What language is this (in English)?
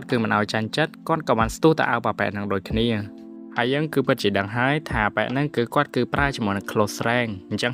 Khmer